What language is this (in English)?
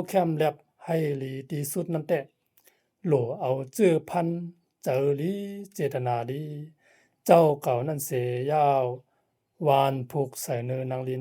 Shan